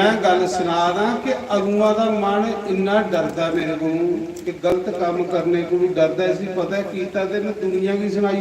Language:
Dogri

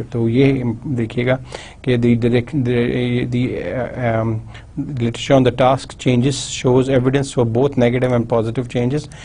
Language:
Urdu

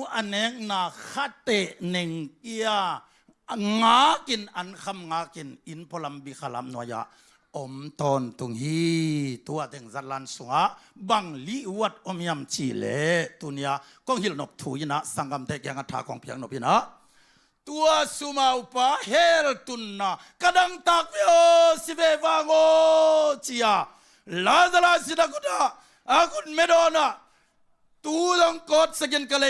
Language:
Tedim Chin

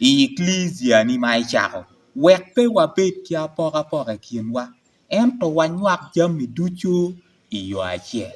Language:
Acoli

